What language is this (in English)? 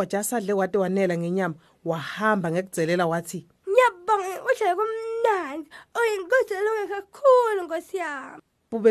Swati